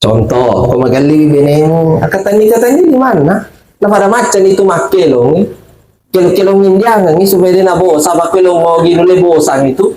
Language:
Buginese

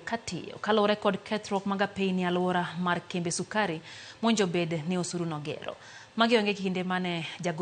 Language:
Luo (Kenya and Tanzania)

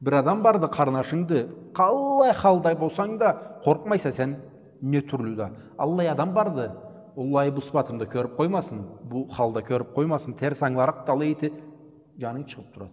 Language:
Karachay-Balkar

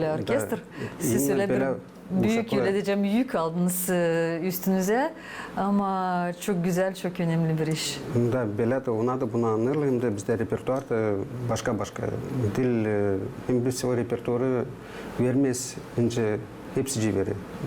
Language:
Gagauz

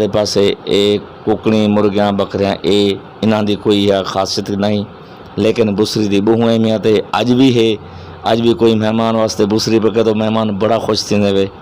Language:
Saraiki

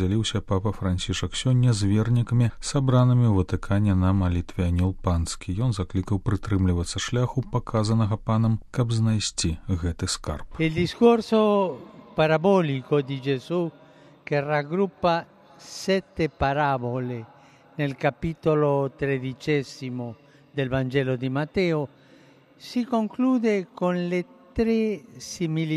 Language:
Belarusian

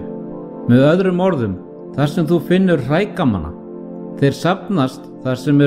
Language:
Icelandic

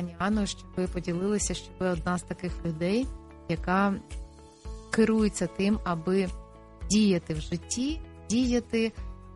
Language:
Ukrainian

